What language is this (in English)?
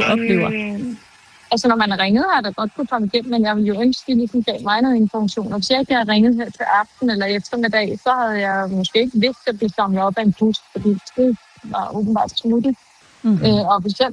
Danish